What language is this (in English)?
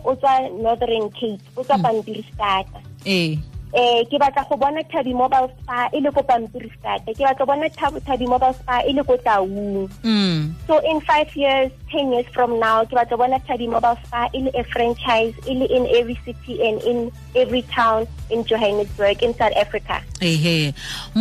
Tswana